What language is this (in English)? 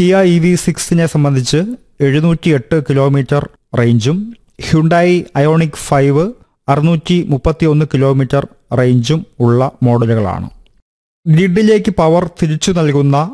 Malayalam